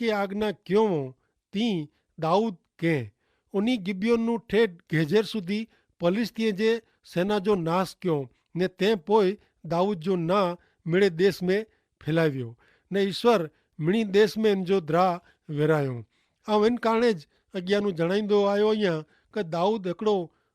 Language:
Kachhi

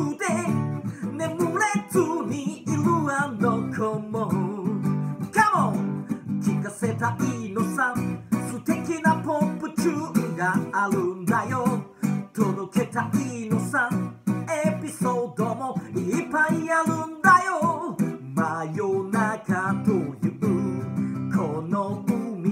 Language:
Japanese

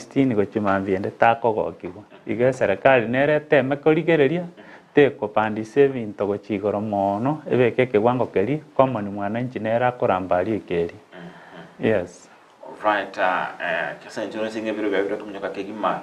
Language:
Gusii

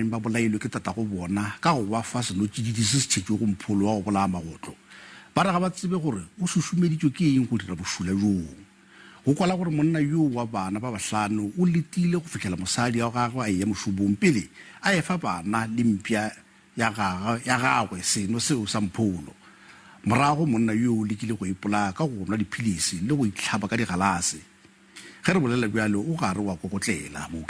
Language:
Northern Sotho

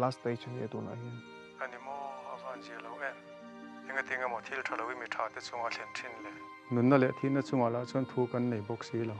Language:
Mizo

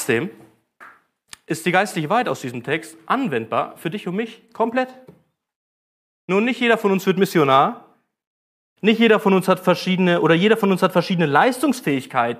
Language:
German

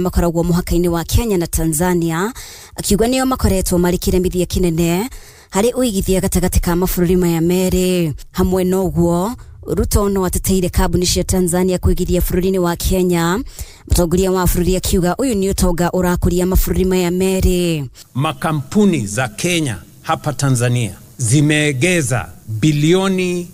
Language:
Kikuyu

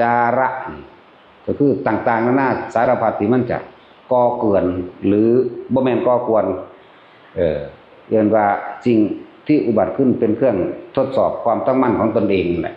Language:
Northeastern Thai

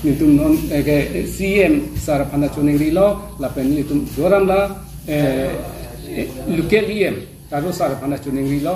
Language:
Karbi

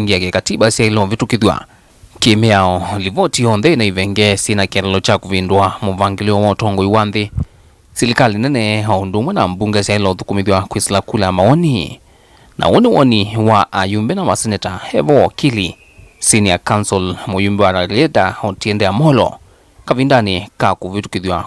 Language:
Kamba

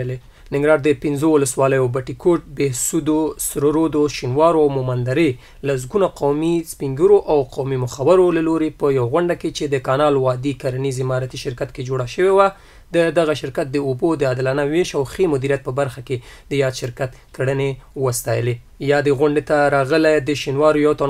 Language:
Pashto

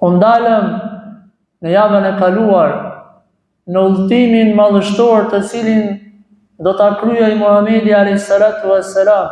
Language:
Albanian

